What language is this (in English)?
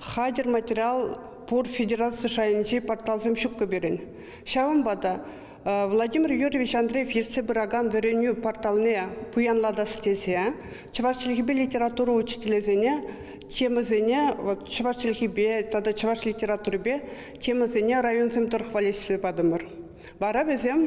Chuvash